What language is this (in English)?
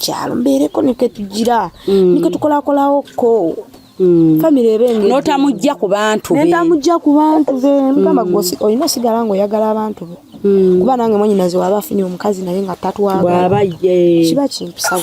Ganda